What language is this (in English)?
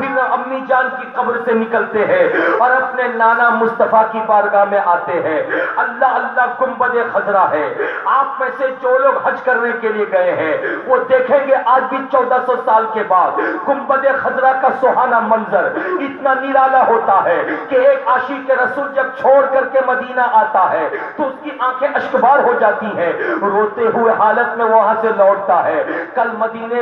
Urdu